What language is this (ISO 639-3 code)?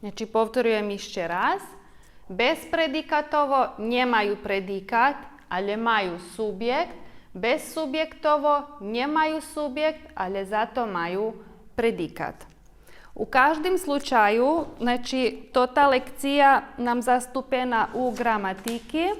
rue